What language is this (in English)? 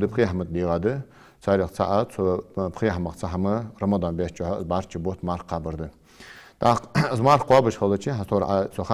Ingush